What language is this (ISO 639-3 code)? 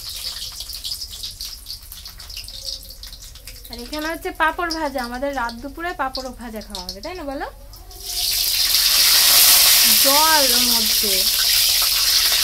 ben